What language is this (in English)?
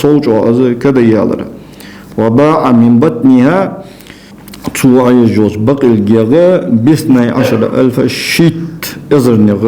Ingush